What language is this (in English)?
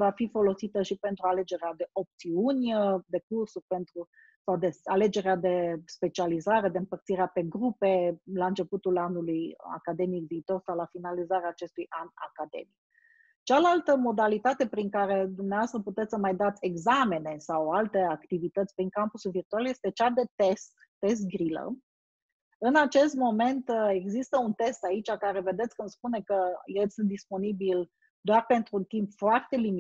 Romanian